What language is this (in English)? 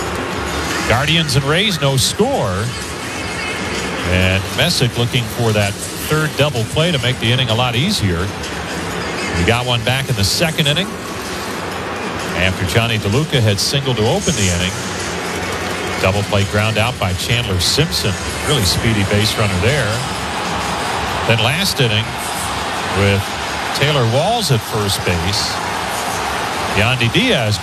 English